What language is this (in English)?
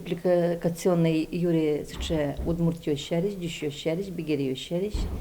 Udmurt